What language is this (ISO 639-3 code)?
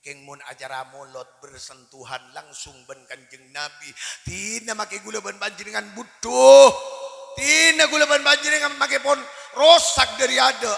mad